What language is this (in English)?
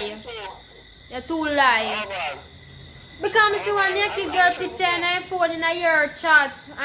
Jamaican Creole English